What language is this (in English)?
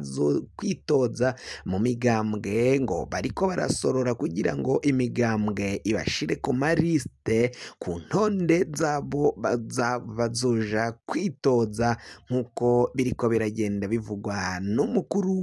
Rundi